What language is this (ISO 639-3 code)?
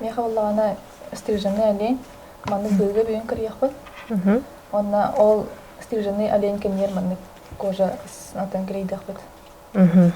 sah